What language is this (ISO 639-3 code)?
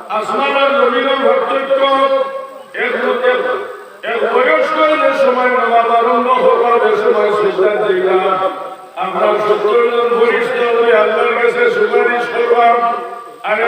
syl